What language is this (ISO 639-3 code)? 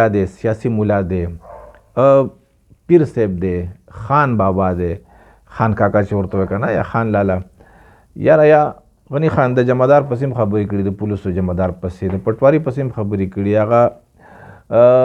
pus